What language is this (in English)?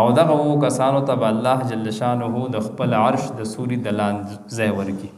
Pashto